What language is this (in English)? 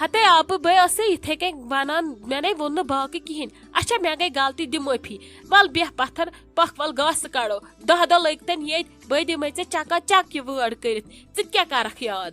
Kashmiri